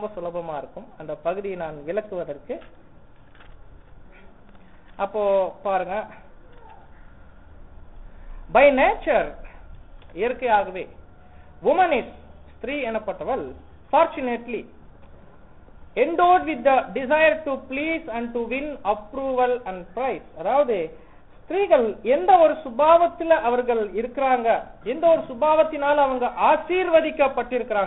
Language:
Tamil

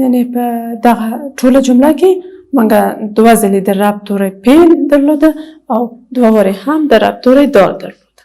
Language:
Pashto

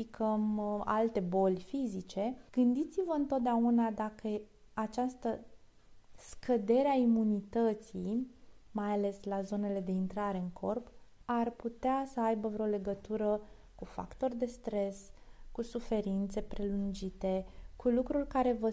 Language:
Romanian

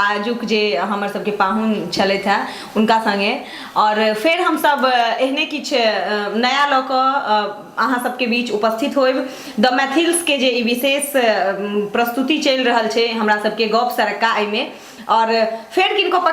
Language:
Maithili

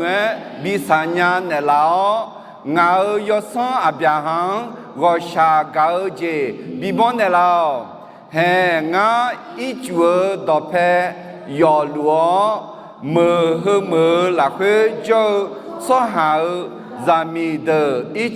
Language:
Akha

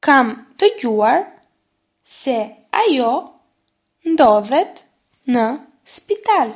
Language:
Albanian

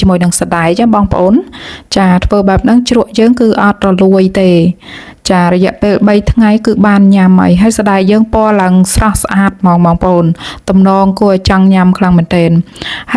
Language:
Khmer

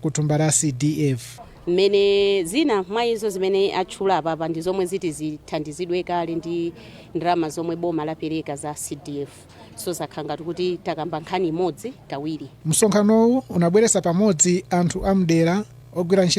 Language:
Nyanja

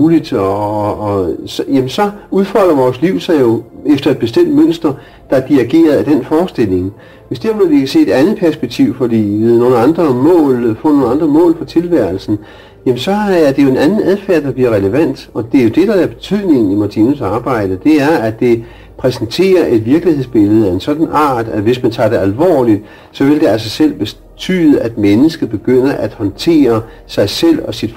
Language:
Danish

